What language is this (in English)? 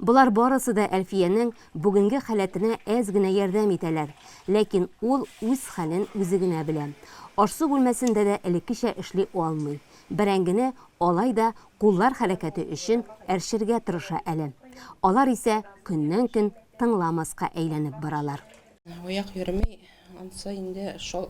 Tatar